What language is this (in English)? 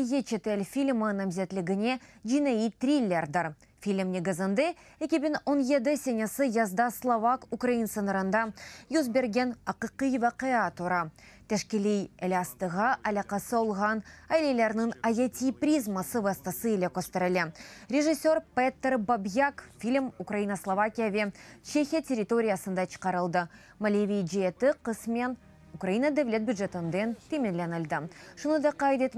Crimean Tatar